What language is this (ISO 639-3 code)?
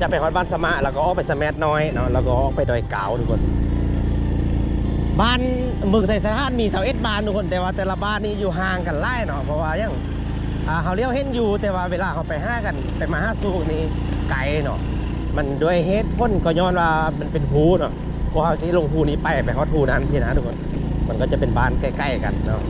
lao